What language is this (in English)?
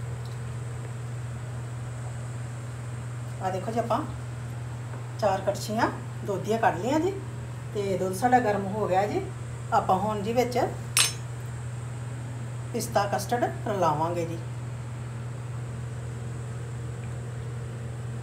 Punjabi